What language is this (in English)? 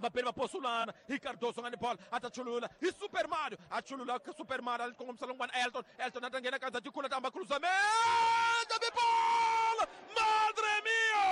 Tsonga